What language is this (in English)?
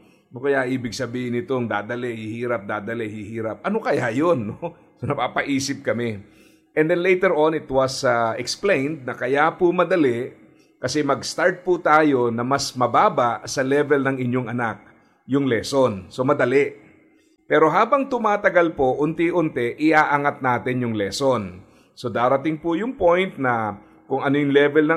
Filipino